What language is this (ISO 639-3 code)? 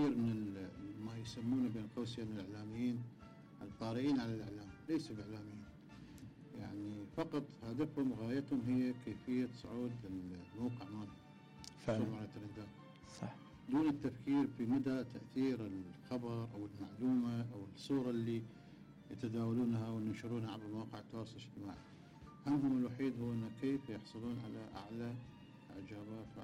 acm